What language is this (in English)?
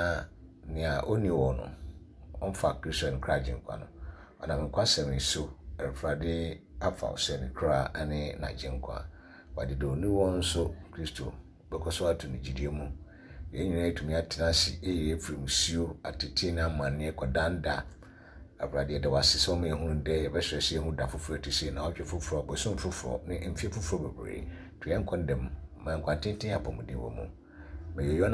Akan